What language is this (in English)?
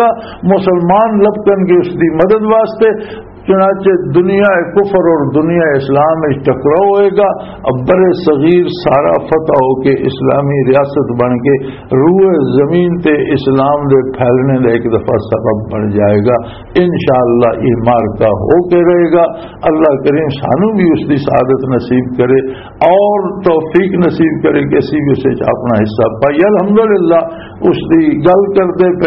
Western Panjabi